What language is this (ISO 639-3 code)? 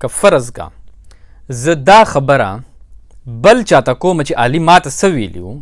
pus